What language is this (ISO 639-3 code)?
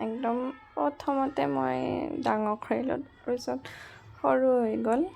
asm